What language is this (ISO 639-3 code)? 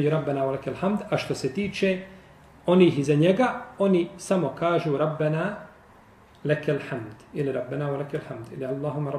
bos